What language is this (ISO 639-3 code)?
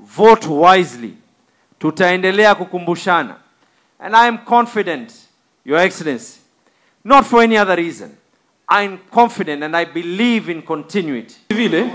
kik